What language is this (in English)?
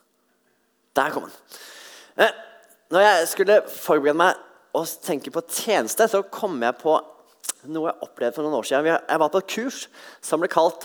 Norwegian